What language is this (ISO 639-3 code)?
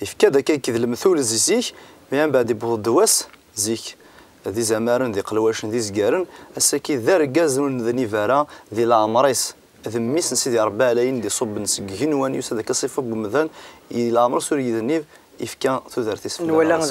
kab